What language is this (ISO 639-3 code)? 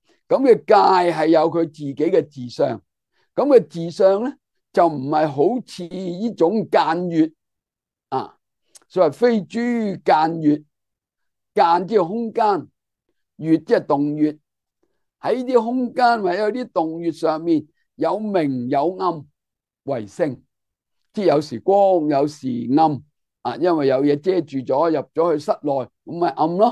yue